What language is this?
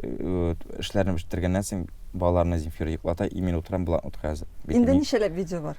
Tatar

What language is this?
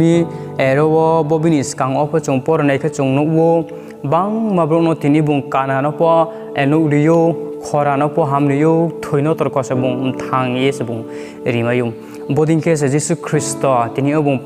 Riang (India)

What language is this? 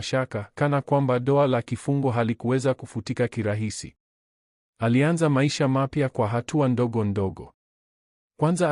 Swahili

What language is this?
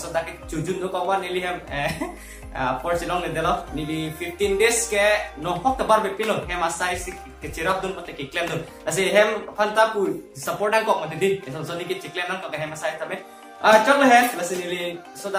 Karbi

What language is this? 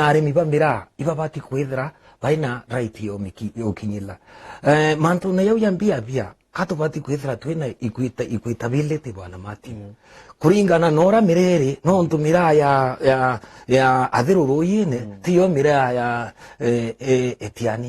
Meru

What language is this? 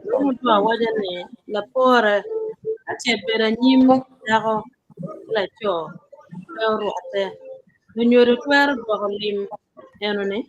Acoli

